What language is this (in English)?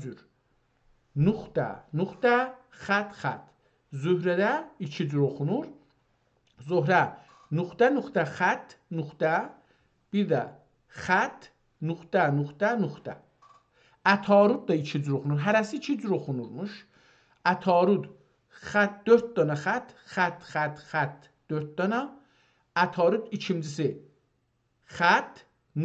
South Azerbaijani